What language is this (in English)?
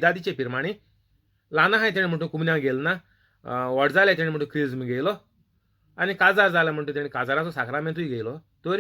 Konkani